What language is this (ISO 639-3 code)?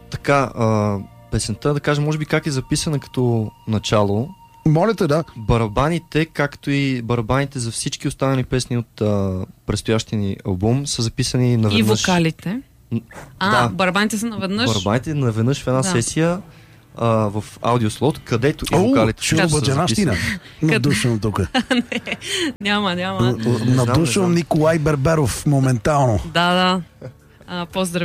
bul